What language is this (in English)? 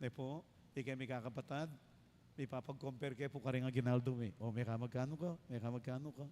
Pampanga